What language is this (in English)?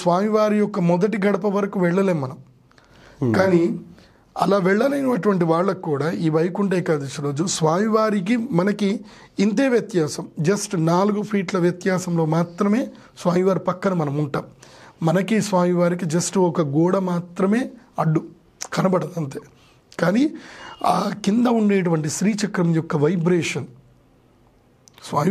Telugu